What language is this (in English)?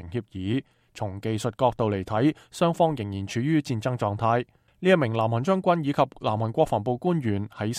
Cantonese